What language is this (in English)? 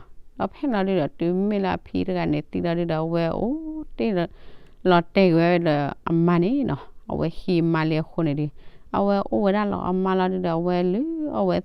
S'gaw Karen